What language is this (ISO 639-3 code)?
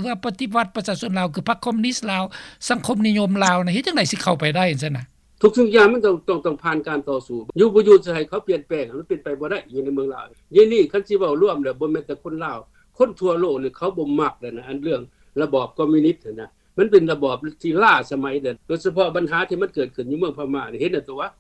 lao